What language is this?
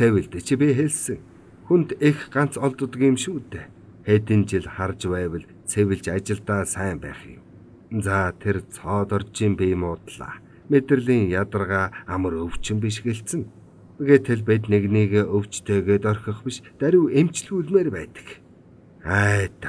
Mongolian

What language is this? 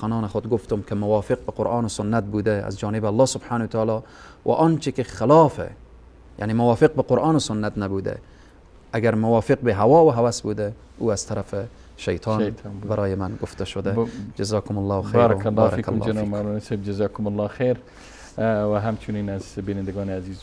Persian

